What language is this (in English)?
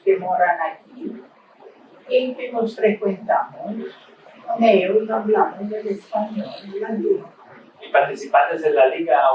Ladino